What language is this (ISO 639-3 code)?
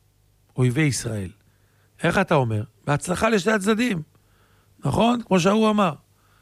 heb